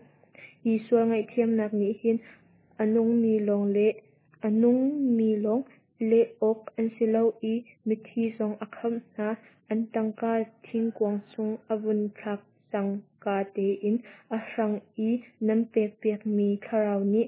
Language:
Hakha Chin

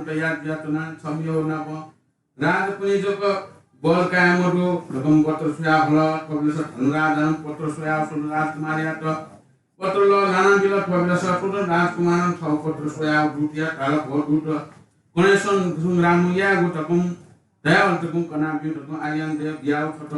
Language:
Newari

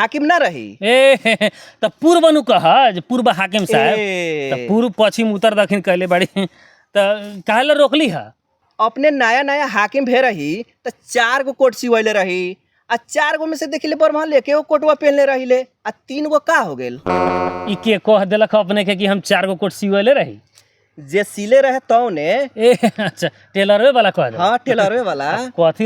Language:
Bhojpuri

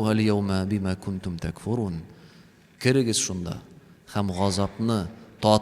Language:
Tatar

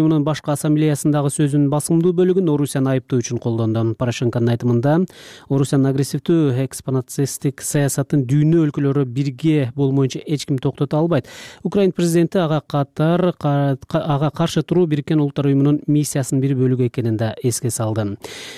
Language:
Kyrgyz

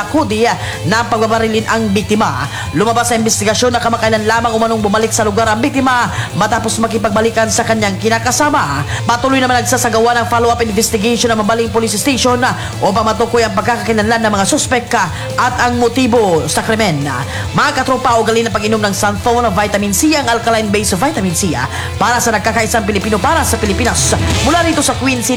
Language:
Filipino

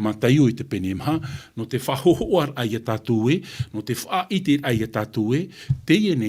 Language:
Tahitian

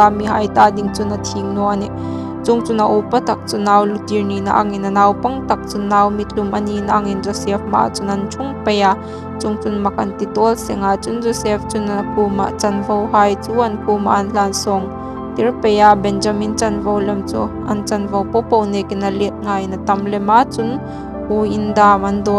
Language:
Hmar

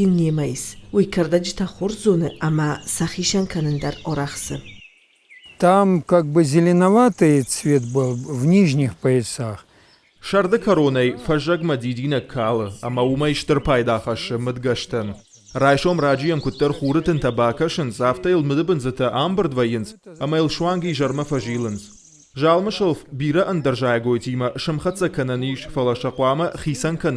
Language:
Ossetic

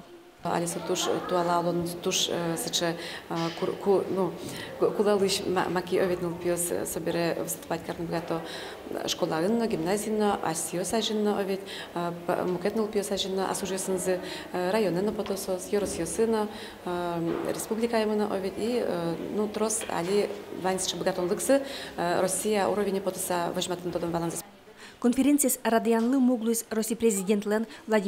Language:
Udmurt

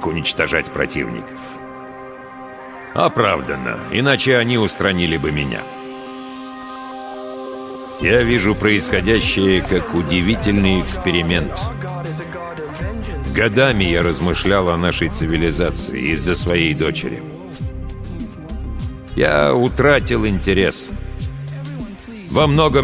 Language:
Russian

